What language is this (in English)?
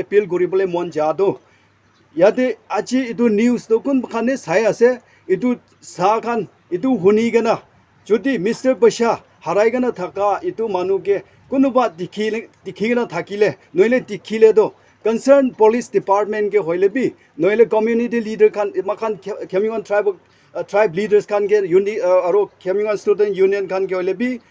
Naga Pidgin